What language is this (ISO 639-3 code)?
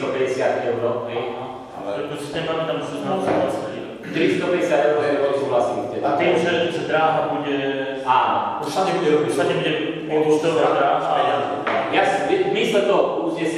slk